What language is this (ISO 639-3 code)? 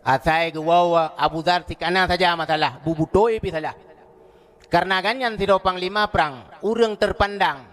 ace